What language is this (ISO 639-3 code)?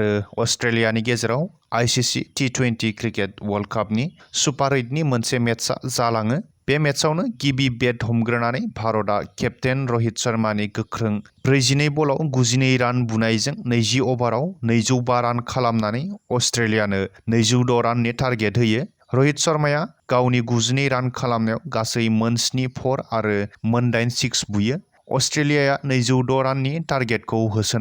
brx